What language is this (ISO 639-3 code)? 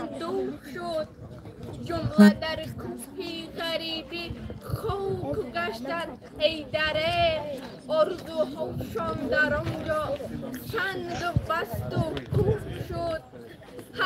tgk